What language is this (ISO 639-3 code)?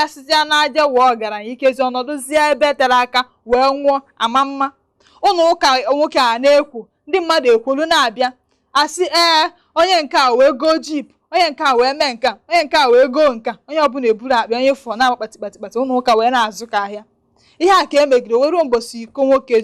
ibo